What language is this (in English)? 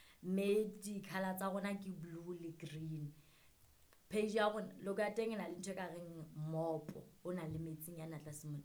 Southern Sotho